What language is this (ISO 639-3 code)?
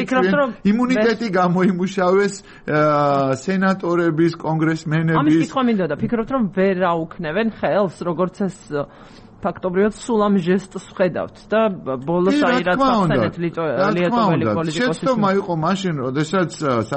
kat